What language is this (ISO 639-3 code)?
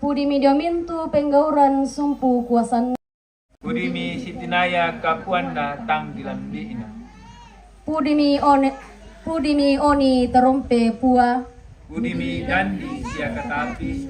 sda